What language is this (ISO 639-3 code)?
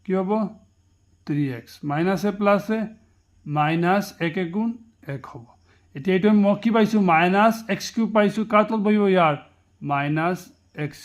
asm